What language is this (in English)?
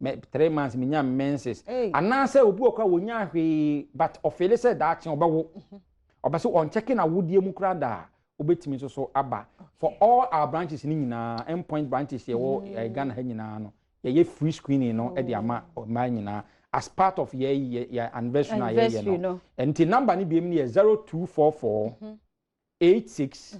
Akan